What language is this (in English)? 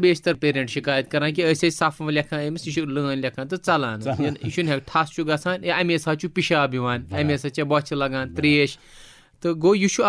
Kashmiri